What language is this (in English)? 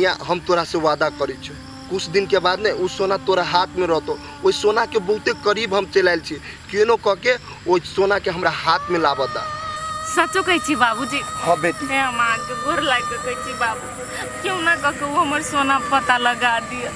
Maithili